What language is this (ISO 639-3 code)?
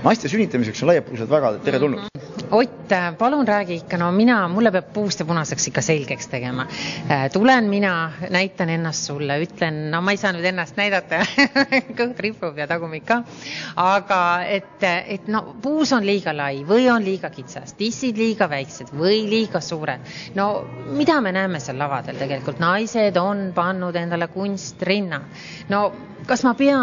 est